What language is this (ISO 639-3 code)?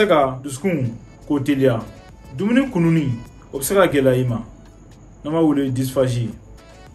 bam